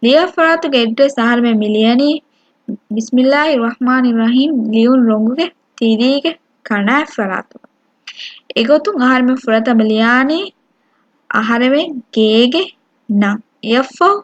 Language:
Divehi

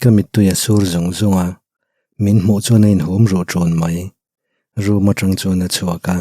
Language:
Mizo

